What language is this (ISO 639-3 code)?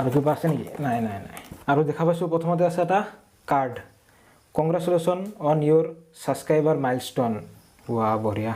asm